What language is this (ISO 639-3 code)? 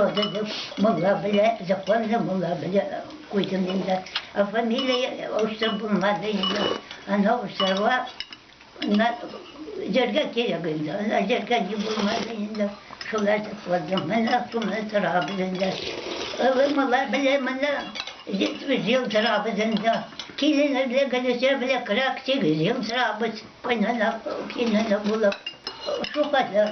tat